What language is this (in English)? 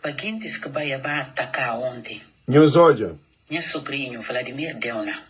Kabuverdianu